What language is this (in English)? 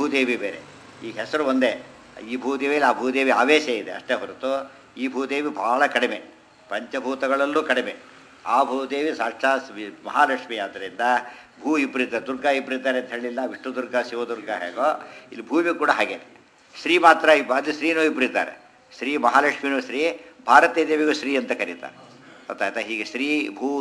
Kannada